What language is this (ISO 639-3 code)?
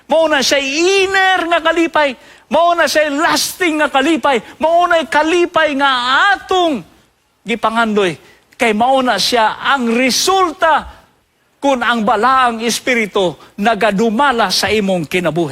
ceb